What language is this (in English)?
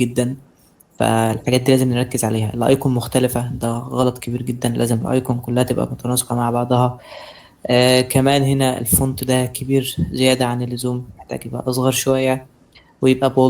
Egyptian Arabic